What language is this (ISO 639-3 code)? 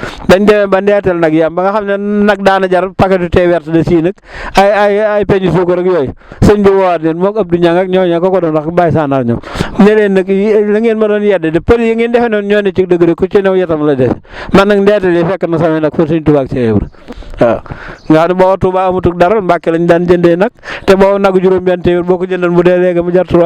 wol